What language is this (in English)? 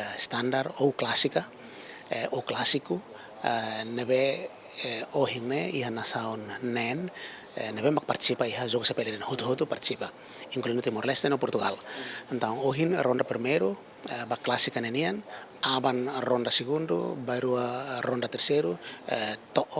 Tetum